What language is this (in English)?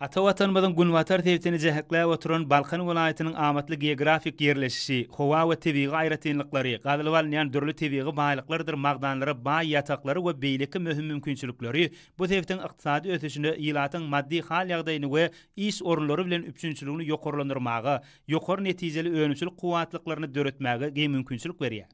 Turkmen